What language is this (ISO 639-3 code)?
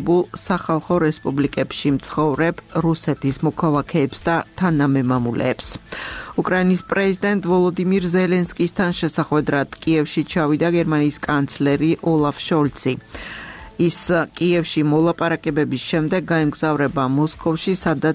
kat